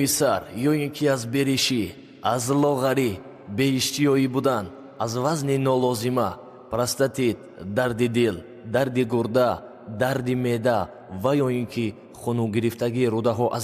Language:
Tajik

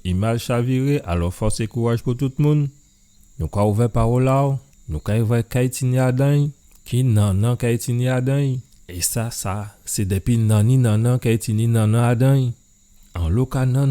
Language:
Guadeloupean Creole French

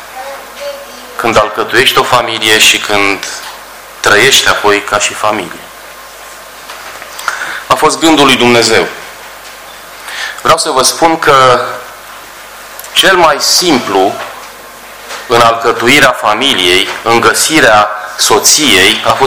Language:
Romanian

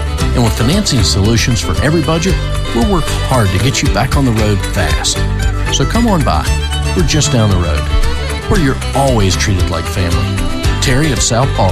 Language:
English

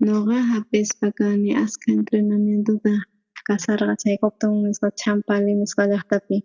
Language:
South Bolivian Quechua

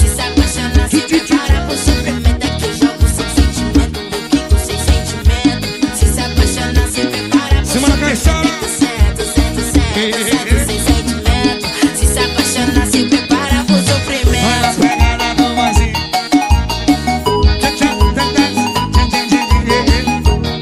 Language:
Portuguese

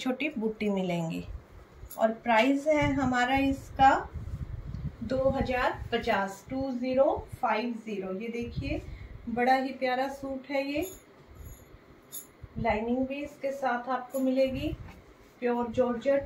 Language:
Hindi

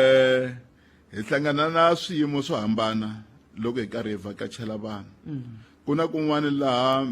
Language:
Tsonga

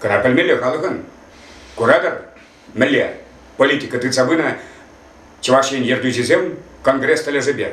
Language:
Chuvash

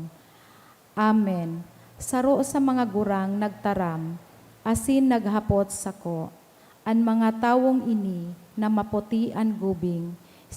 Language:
Bikol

